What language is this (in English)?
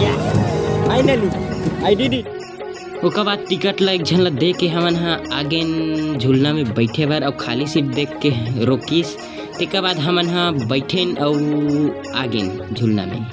Chhattisgarhi